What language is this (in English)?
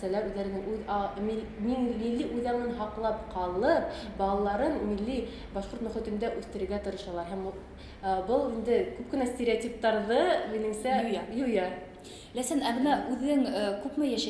Bashkir